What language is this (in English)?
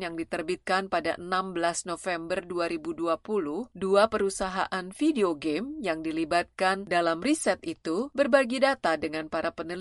Indonesian